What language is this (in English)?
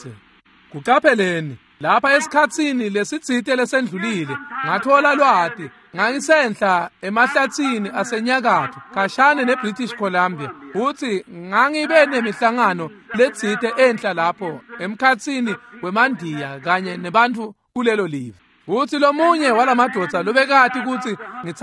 Swati